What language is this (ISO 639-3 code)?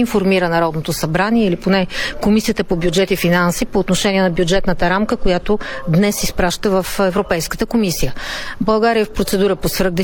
bul